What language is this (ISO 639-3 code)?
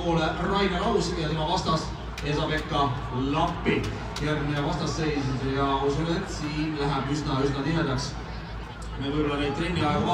est